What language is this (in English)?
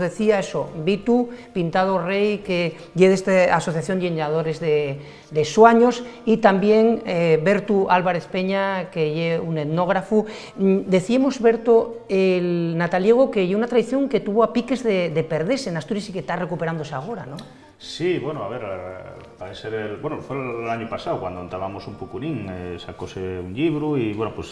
Asturian